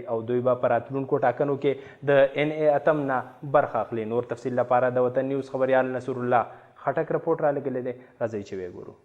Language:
Pashto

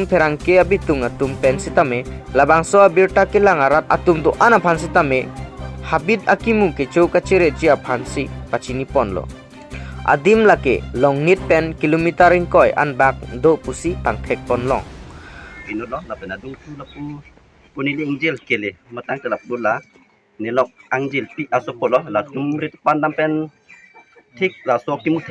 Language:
Karbi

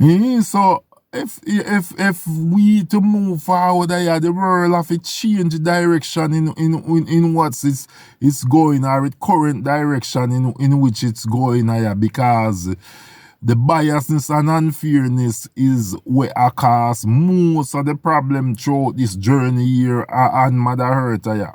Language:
Jamaican Creole English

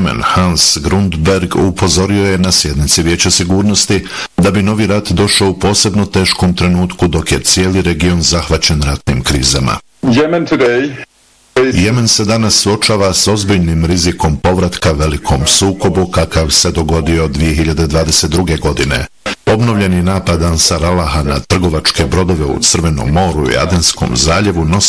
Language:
Bosnian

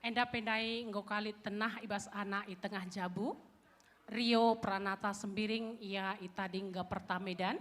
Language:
Batak Karo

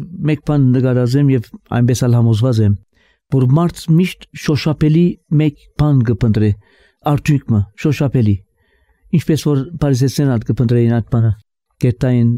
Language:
Armenian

